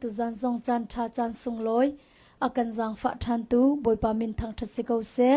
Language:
Hakha Chin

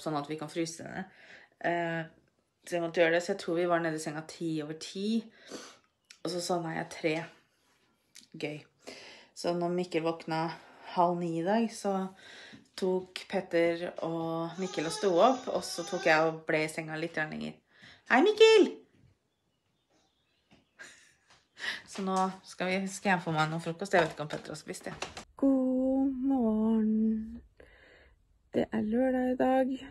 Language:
Norwegian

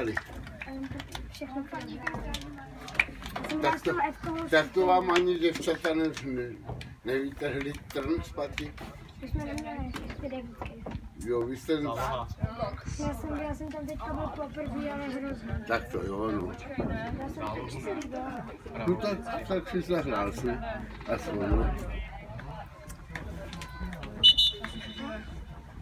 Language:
Czech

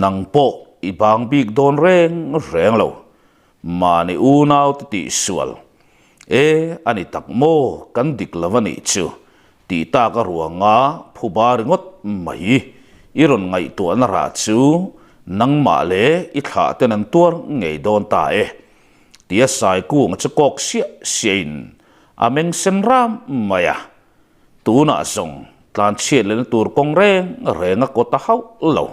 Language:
Mizo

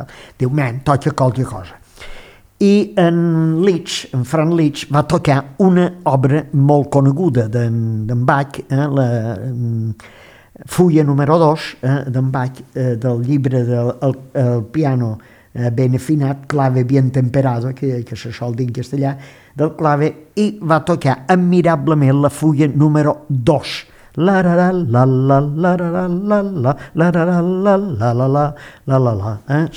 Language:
Catalan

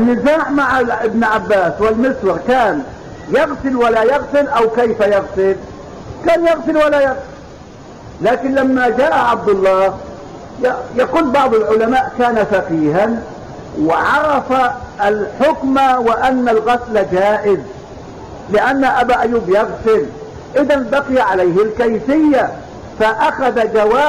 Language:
Arabic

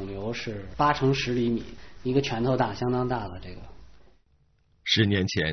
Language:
Chinese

